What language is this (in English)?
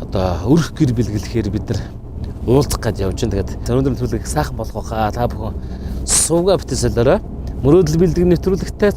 Mongolian